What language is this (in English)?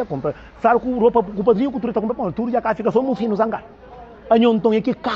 Kabuverdianu